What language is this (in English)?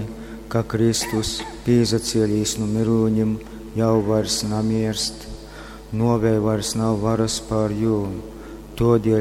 Latgalian